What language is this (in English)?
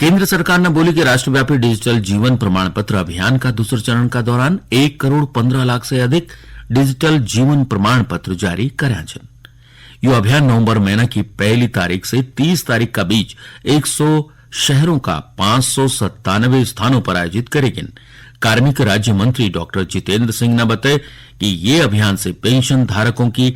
Garhwali